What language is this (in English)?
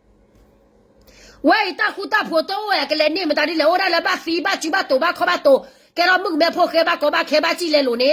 S'gaw Karen